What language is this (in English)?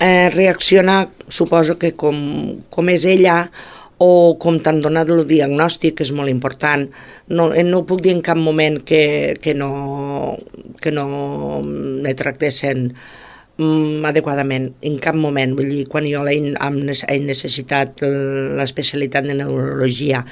Catalan